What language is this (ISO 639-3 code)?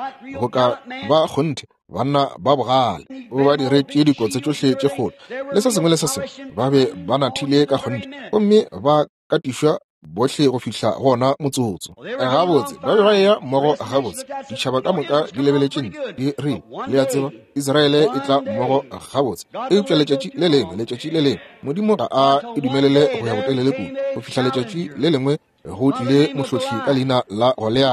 nso